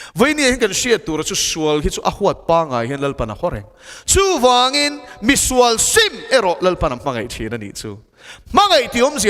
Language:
Mizo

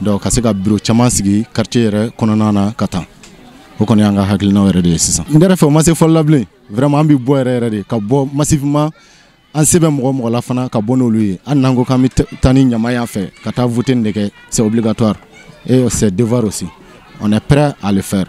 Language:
Bambara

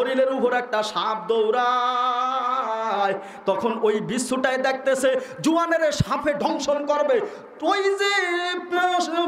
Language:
Bangla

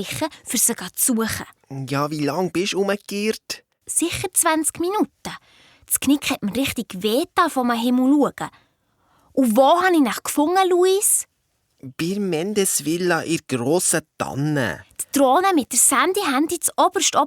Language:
Swiss German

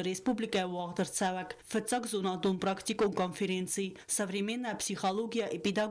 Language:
Ossetic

